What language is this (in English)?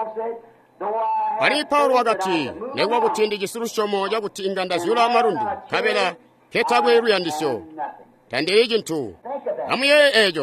Tonga (Zambia)